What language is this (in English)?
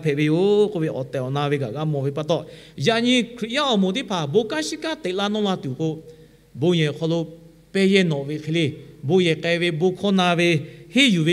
Lahu